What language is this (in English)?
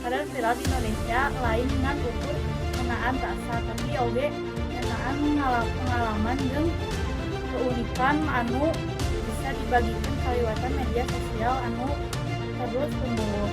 Sundanese